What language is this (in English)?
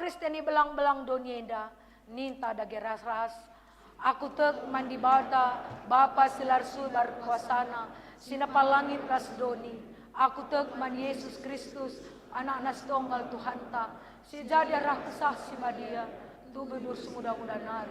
Batak Karo